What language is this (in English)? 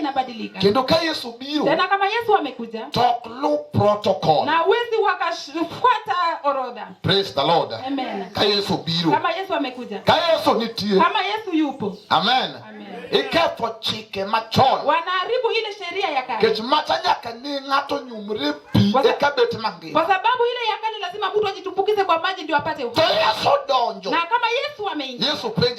Luo (Kenya and Tanzania)